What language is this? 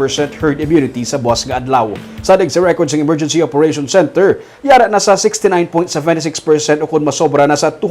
Hiligaynon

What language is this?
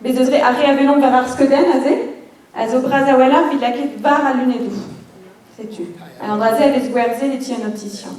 Breton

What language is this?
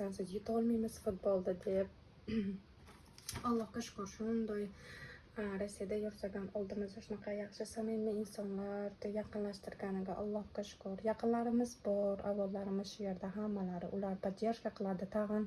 Uzbek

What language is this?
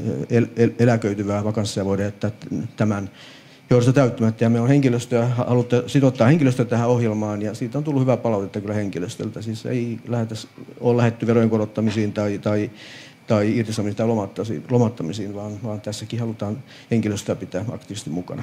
Finnish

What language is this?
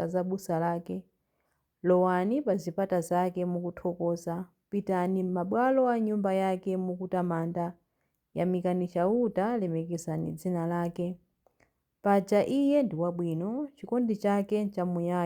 Nyanja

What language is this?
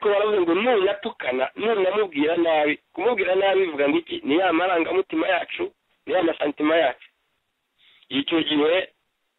Kinyarwanda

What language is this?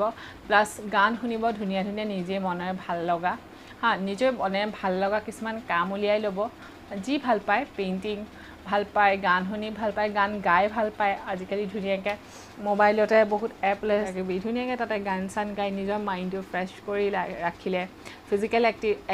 Assamese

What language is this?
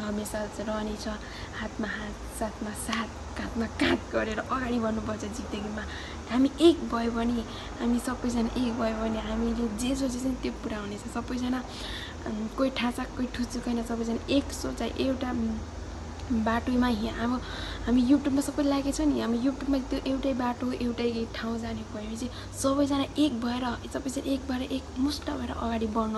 Nepali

